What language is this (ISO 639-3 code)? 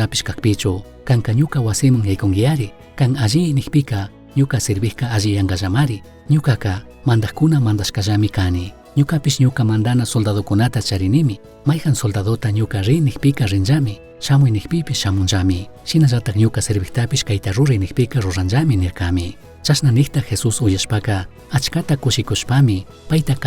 qug